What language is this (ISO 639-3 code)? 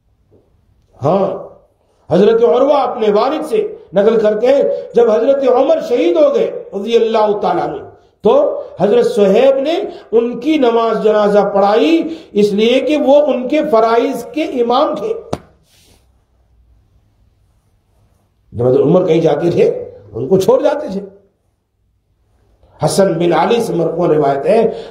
urd